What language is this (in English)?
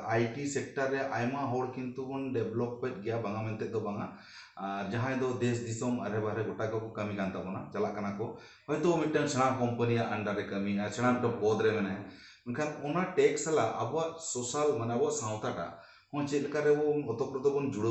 Santali